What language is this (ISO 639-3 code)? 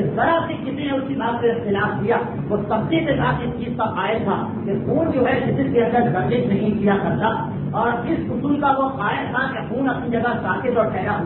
urd